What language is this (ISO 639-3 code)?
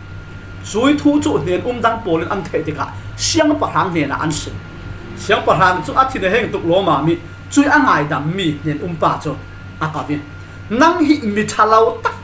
cfm